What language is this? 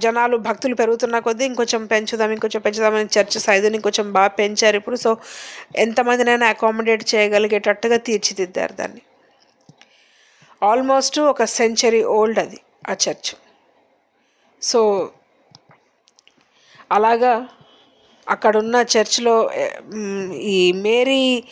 Telugu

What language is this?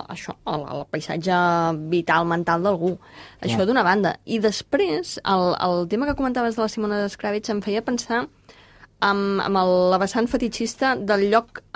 Catalan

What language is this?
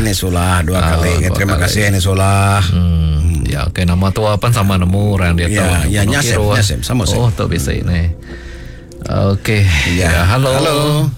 Iban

